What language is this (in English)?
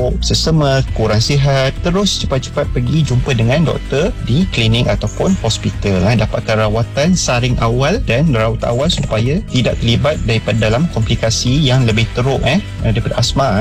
Malay